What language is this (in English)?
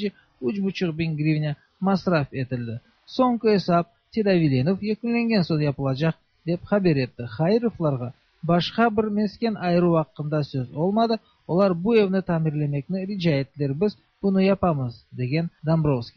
Tatar